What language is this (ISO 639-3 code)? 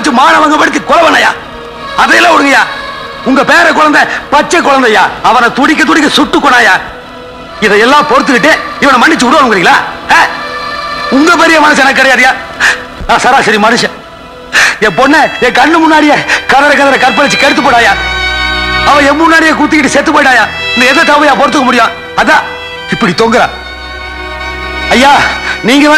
tam